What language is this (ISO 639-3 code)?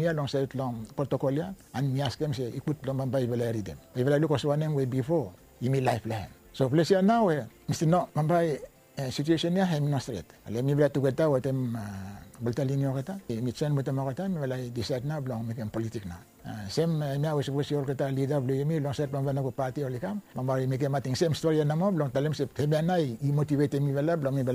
bis